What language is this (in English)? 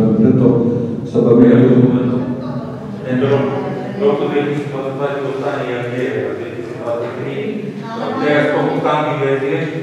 Slovak